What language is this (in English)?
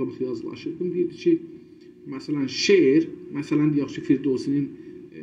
South Azerbaijani